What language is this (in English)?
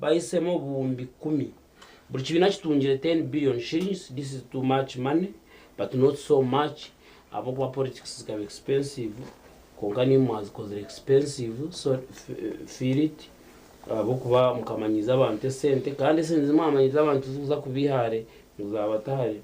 Nyankole